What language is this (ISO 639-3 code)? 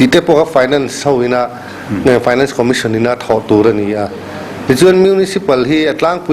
lus